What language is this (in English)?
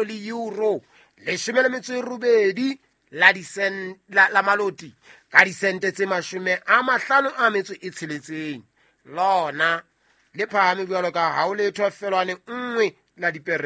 Southern Sotho